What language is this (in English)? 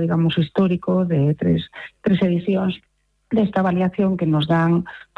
Galician